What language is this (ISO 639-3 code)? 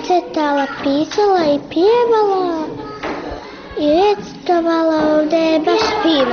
bos